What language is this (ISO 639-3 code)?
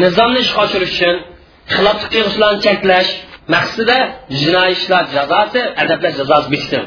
uig